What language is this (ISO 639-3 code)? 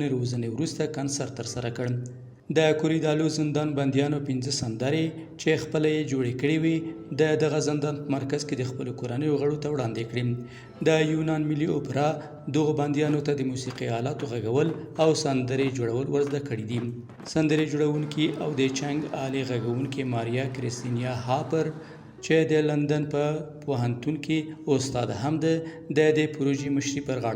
pus